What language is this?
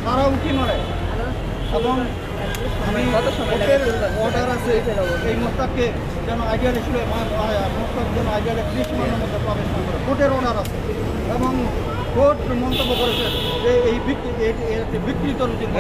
Bangla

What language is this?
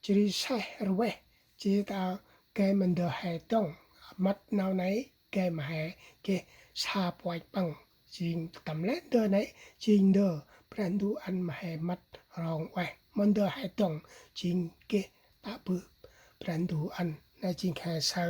Central Mnong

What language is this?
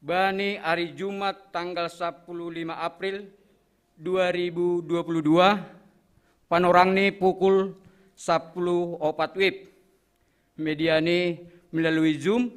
Batak Simalungun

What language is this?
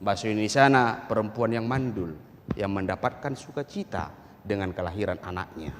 Batak Toba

